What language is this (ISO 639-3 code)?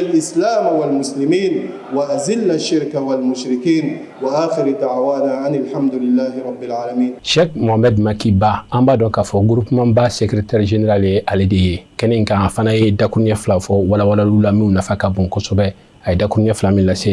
bam